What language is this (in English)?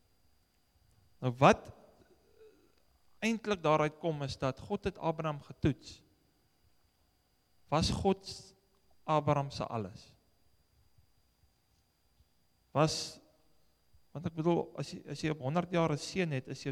Afrikaans